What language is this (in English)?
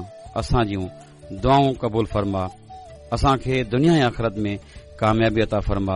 Sindhi